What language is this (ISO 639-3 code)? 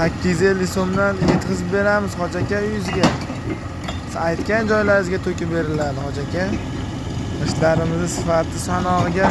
uzb